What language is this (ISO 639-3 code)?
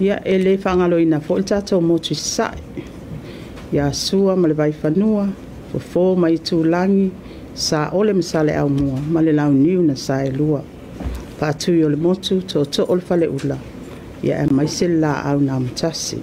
smo